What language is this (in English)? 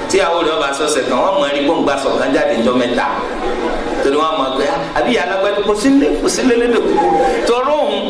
Yoruba